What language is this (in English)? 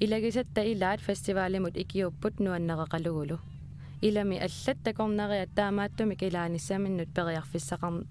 Kalaallisut